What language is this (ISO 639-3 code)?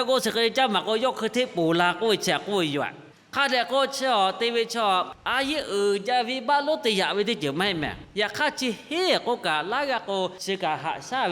lhu